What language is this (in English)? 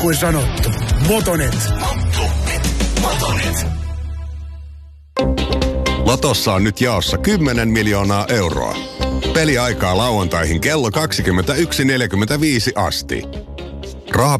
Finnish